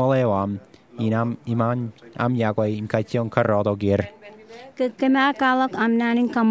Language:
Marshallese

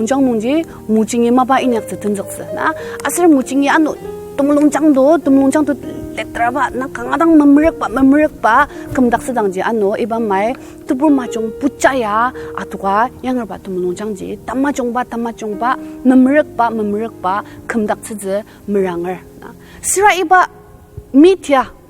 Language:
Ao Naga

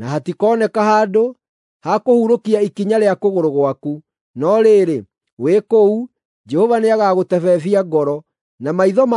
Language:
Kikuyu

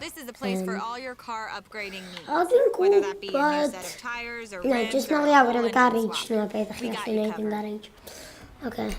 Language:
Welsh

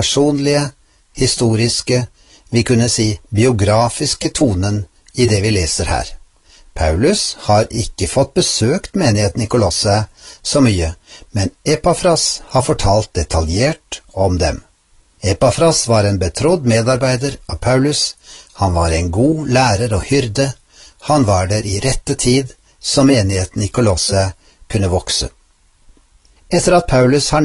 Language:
Norwegian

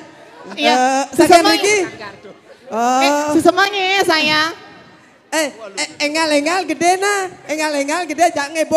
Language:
Balinese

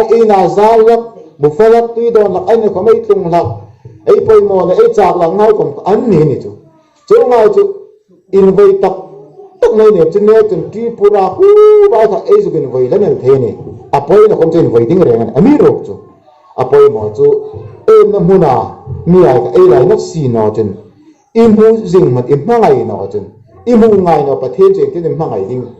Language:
Hmar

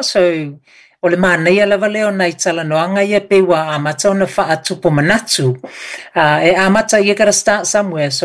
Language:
Samoan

